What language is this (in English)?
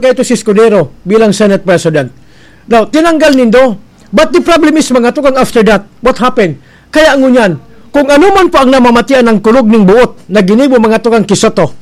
Bikol